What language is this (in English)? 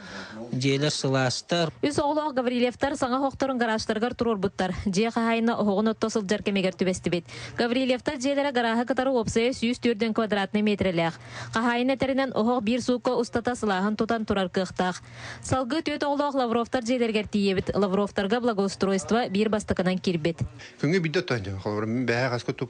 Yakut